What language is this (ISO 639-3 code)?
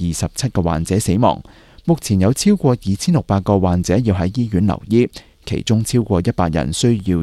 yue